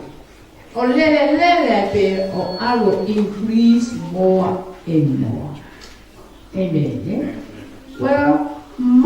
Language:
Tongan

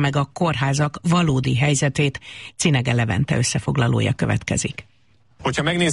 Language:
Hungarian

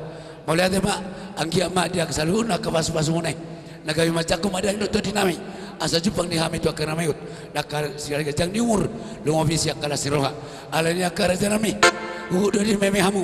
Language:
Batak Toba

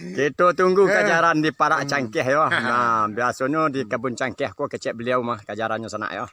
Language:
Minangkabau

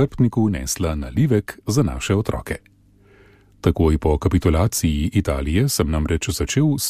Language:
Slovenian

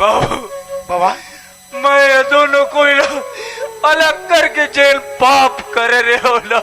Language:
Chhattisgarhi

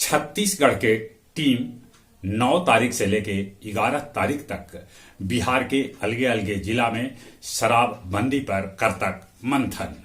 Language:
Magahi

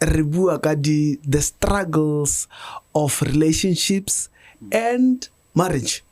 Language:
Tswana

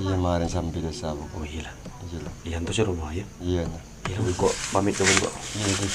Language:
Madurese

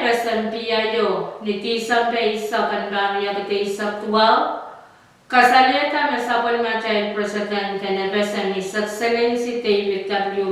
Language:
Pohnpeian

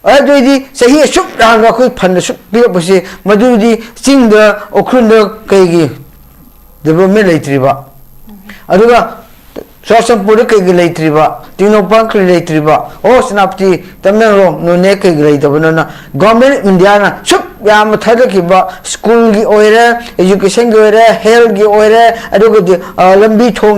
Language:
Manipuri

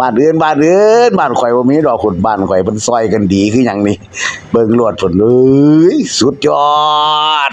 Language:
Northeastern Thai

